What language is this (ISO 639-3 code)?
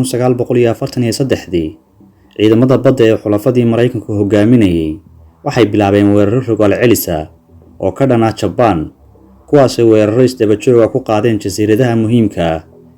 som